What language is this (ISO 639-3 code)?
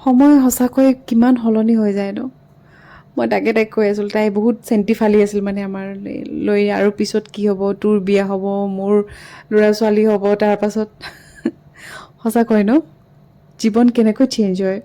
asm